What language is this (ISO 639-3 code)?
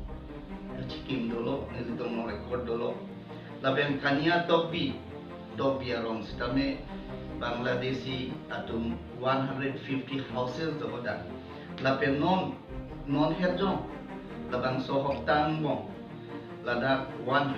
mjw